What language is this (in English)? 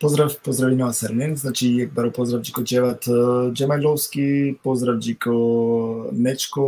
Balkan Romani